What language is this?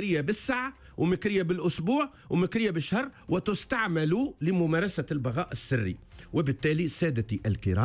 Tunisian Arabic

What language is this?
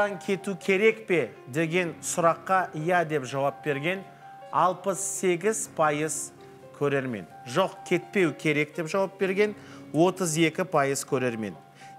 Kazakh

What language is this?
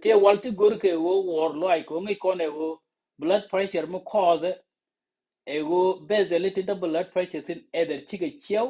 Nuer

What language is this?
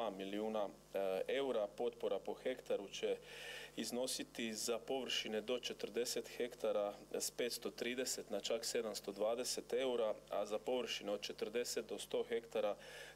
Croatian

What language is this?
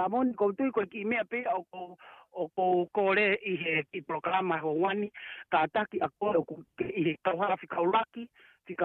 Tongan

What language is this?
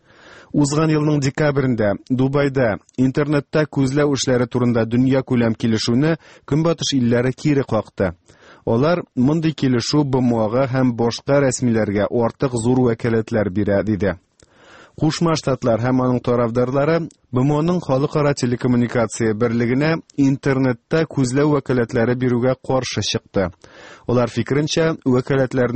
Tatar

